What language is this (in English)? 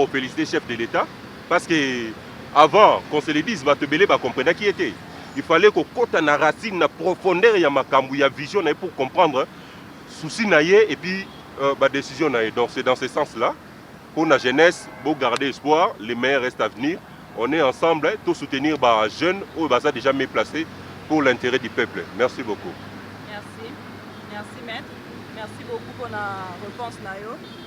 Lingala